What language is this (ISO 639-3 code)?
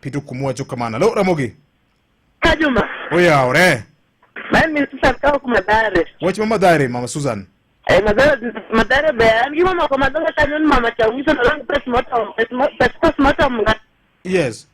luo